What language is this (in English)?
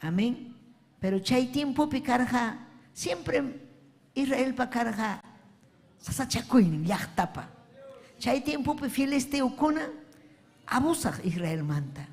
Ayacucho Quechua